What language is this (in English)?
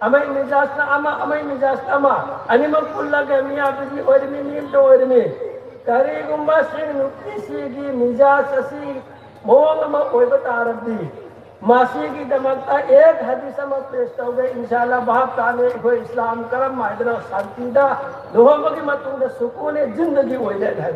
Manipuri